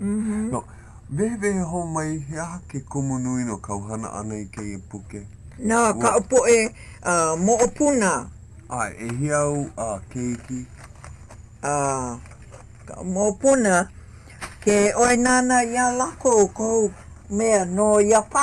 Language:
Hawaiian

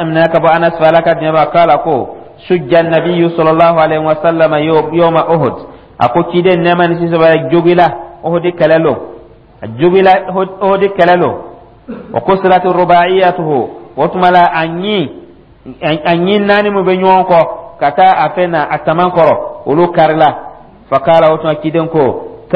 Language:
Dyula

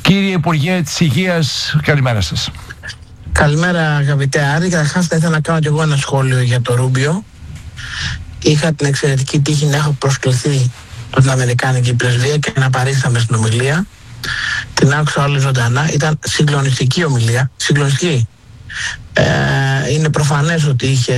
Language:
Greek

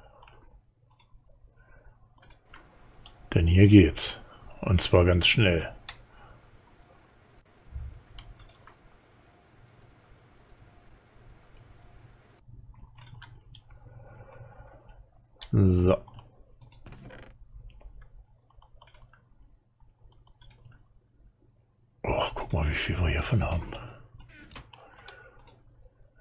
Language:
German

